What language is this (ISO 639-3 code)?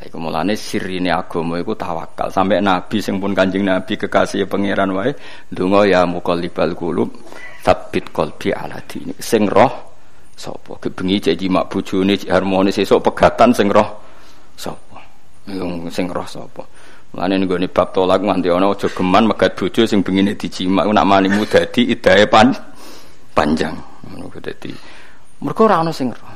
jav